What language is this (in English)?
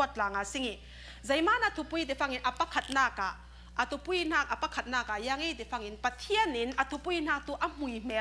Falam Chin